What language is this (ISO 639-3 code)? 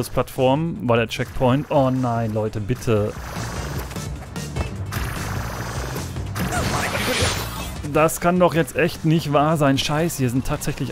deu